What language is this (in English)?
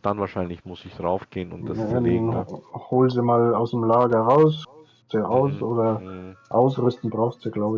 Bavarian